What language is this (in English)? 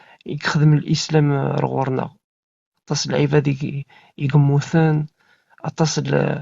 Kabyle